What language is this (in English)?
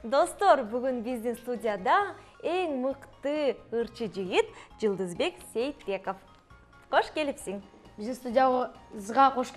Kyrgyz